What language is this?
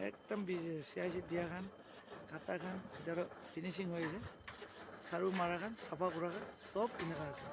Naga Pidgin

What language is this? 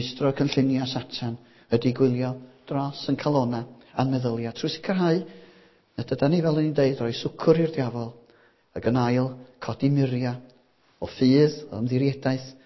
Welsh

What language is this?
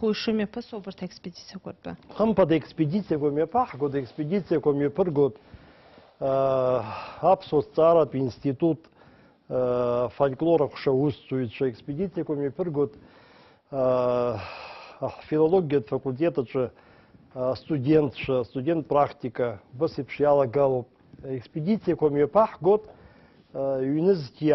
Abkhazian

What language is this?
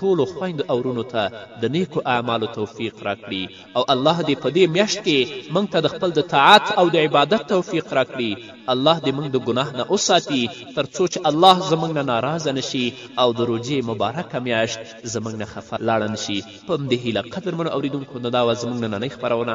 Pashto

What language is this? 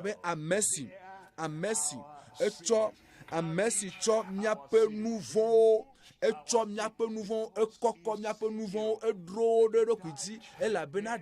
Ewe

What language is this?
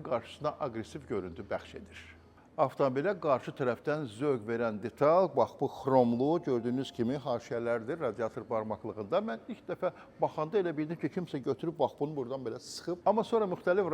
Azerbaijani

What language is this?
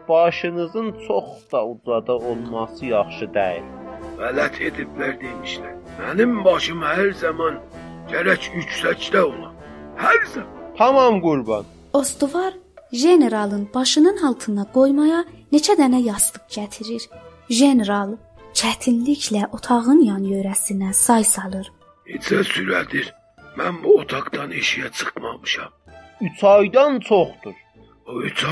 South Azerbaijani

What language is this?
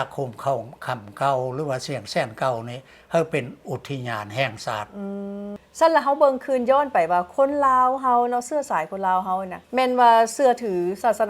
Lao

